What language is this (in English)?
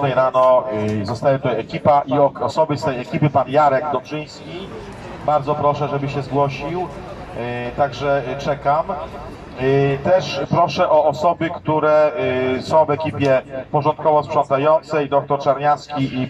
Polish